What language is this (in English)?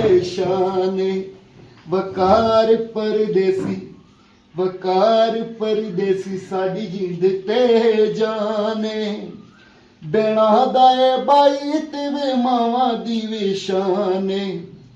Pahari-Potwari